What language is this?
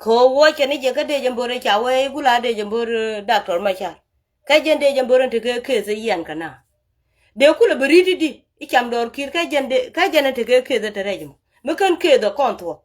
Nuer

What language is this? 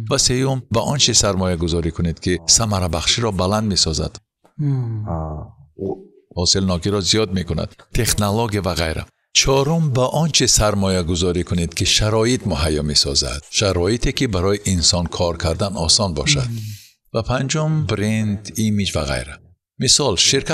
Tajik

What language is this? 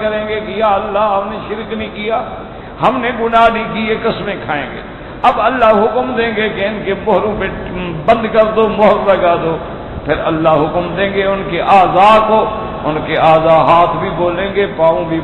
Urdu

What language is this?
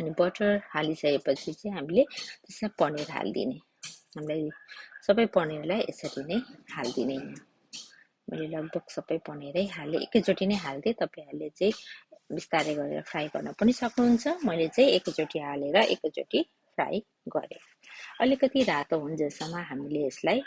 Nepali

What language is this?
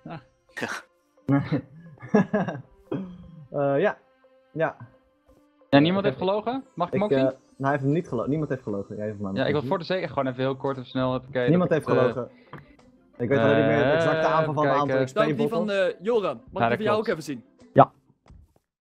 Dutch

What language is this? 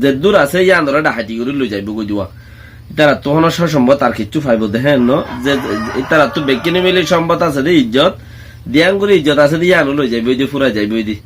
Rohingya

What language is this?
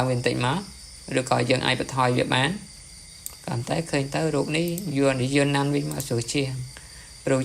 Khmer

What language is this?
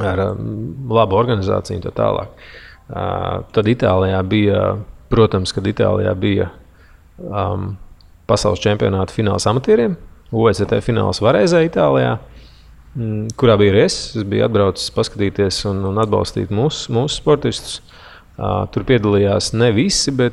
Latvian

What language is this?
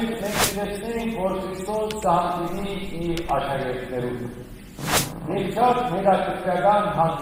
Western Armenian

